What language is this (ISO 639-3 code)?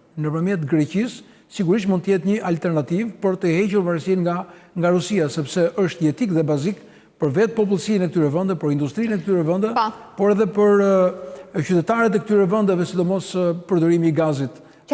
sqi